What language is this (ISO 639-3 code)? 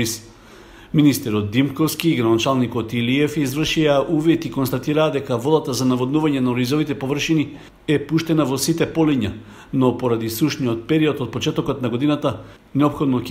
mkd